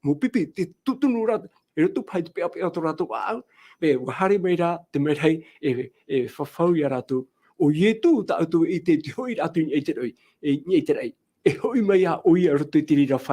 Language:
Tahitian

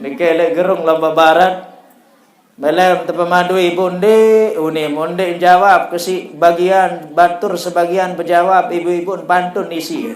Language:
Sasak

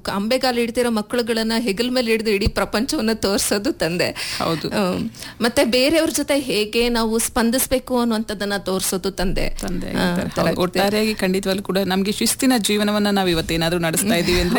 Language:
Kannada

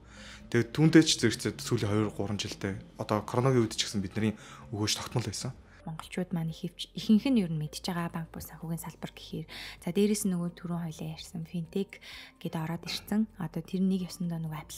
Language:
Mongolian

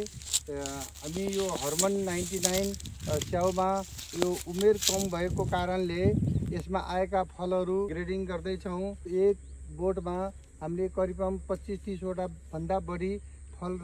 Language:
Nepali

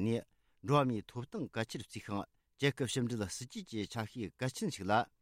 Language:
Tibetan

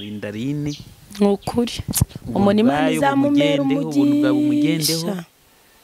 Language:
Kinyarwanda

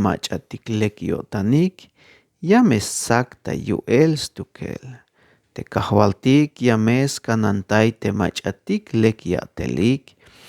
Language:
Tzeltal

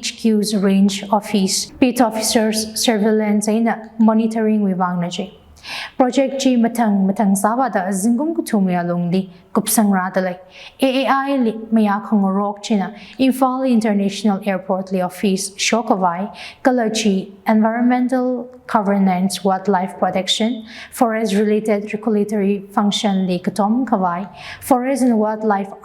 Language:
Tangkhul Naga (India)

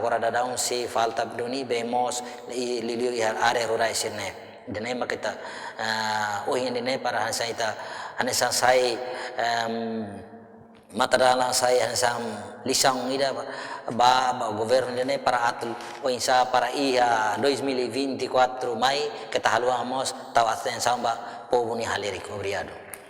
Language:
Tetum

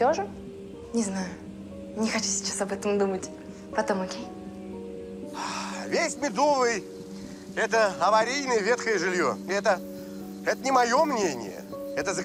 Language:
Russian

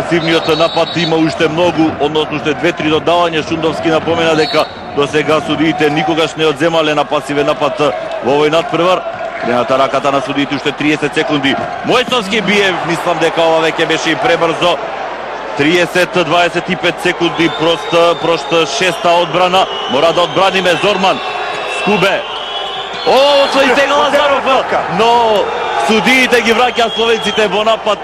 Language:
Macedonian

